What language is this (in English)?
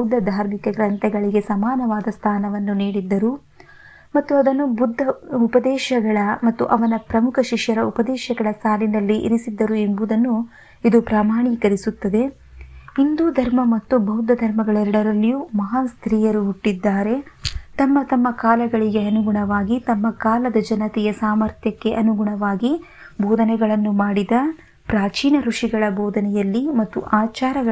Kannada